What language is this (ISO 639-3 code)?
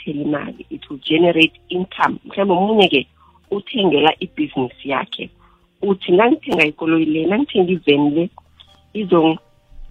nbl